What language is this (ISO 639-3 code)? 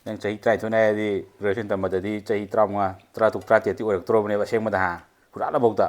mni